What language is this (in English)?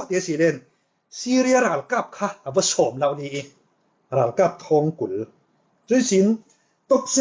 Falam Chin